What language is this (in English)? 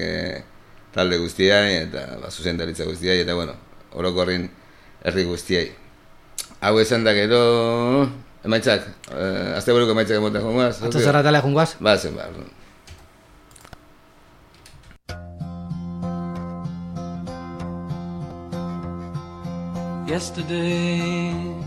Basque